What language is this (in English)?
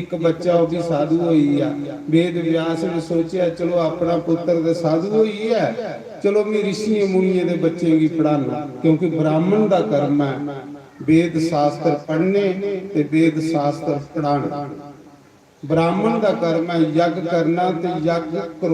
Dogri